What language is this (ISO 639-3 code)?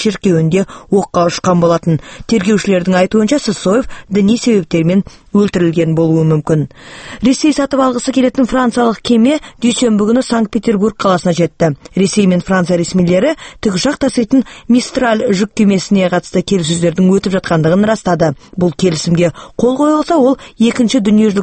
kaz